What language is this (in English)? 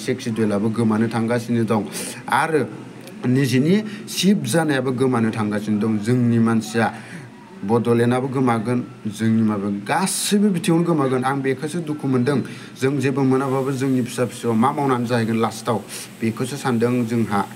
Bodo